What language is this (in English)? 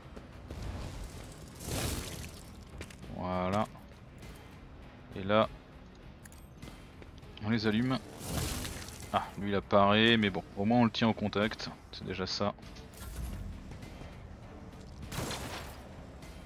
French